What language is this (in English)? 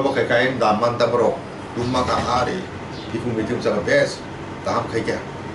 Kok Borok